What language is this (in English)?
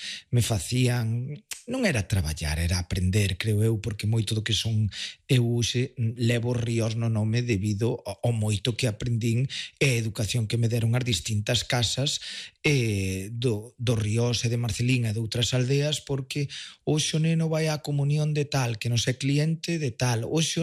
Galician